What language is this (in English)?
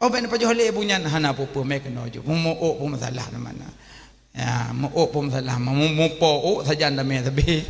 Achinese